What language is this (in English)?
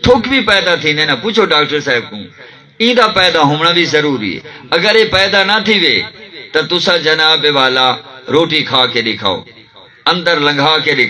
Saraiki